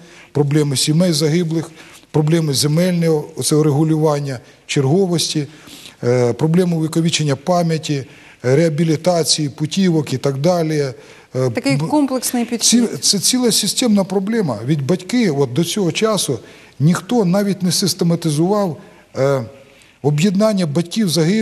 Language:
Ukrainian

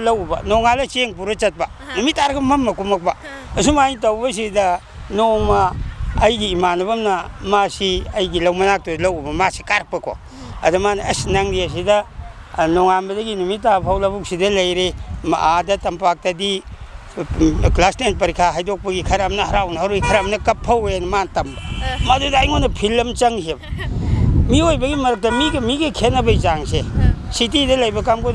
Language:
Manipuri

